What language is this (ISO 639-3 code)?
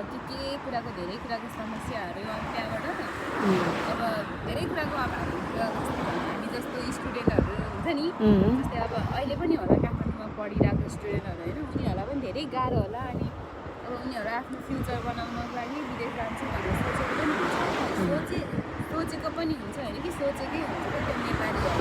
nep